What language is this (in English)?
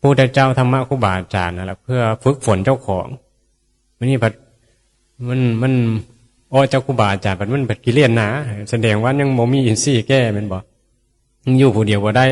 Northeastern Thai